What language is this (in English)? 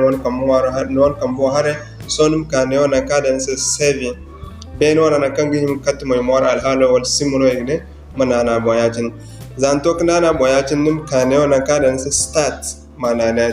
Zarma